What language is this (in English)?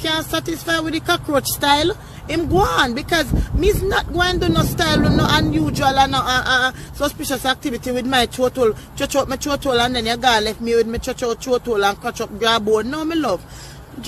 Jamaican Creole English